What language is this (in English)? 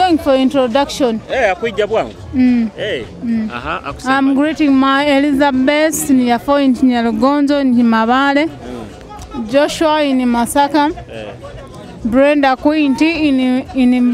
Nyoro